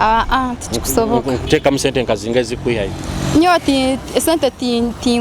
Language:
Nyoro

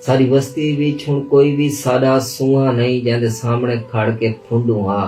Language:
Saraiki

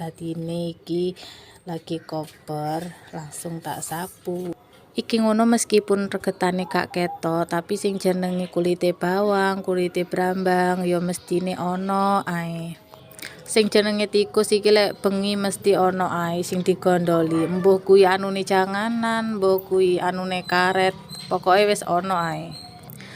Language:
Javanese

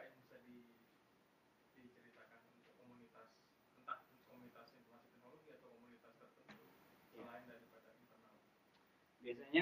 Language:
Indonesian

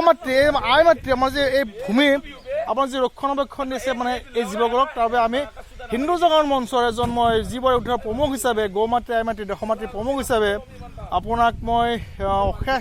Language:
Assamese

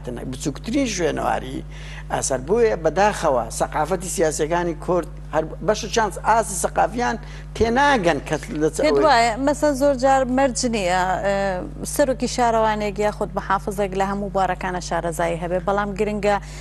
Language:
Central Kurdish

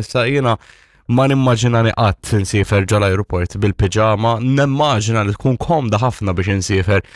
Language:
Maltese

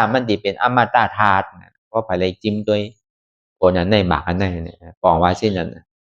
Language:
Shan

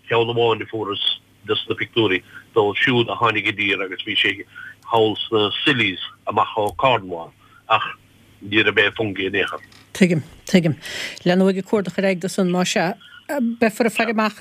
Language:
Irish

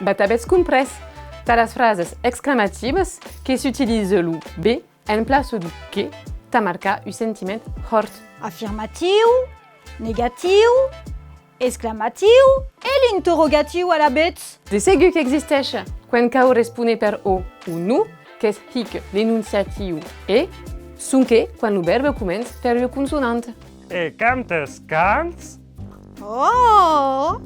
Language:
Occitan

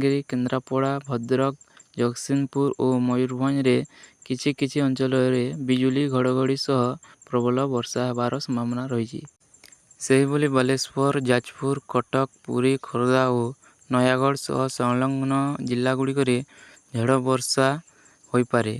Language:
Odia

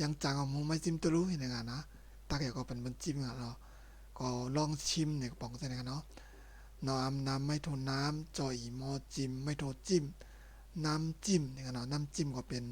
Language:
Shan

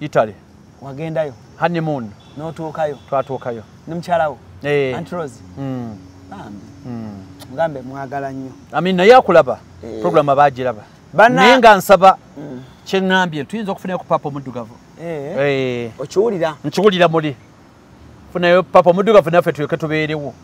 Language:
Ganda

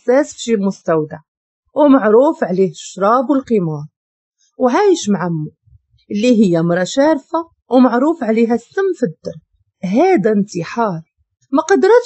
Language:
Moroccan Arabic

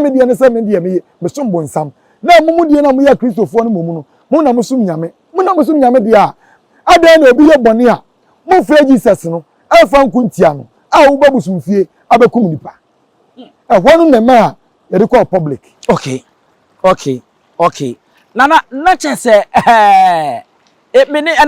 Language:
Akan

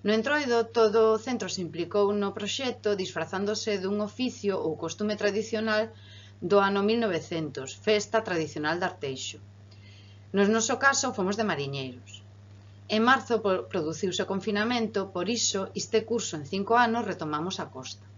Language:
Galician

